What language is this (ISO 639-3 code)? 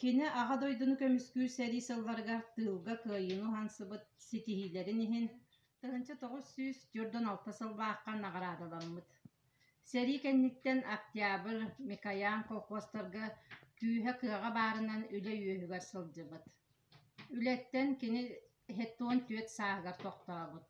sah